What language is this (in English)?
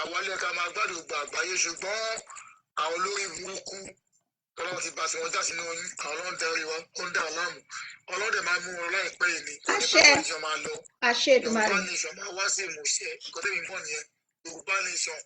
Yoruba